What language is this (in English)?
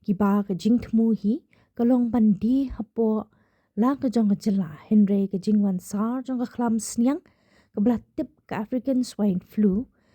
Khasi